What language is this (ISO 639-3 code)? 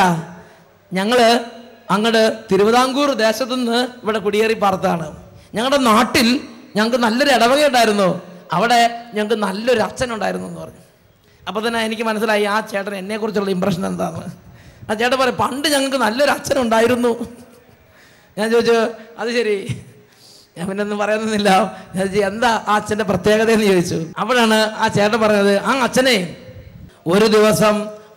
mal